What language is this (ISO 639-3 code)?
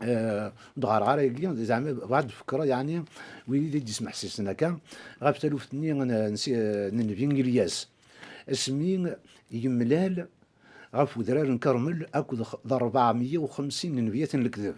kab